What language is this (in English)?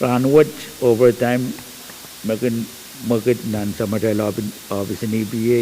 Pohnpeian